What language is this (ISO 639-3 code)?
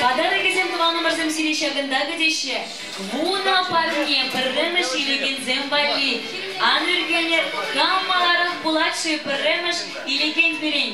chv